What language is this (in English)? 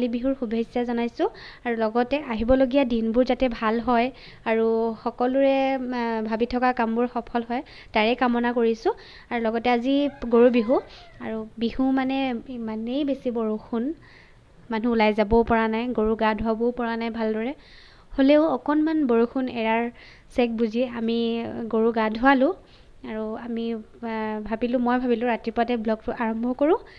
Assamese